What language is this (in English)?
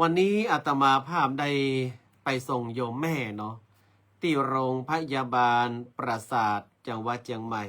Northern Thai